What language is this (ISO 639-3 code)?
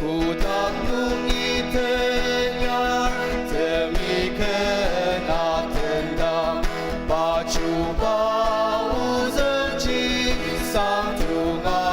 njo